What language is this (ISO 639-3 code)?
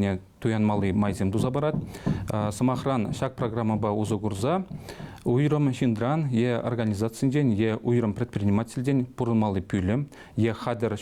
chv